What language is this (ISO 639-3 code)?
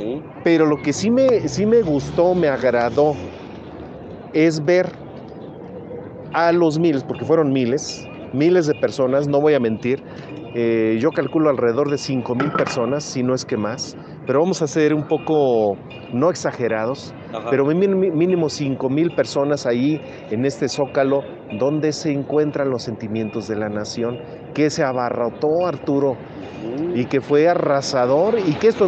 spa